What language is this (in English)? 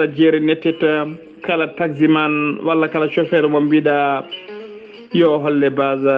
Fula